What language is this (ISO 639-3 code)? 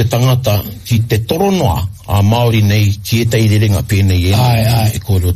mri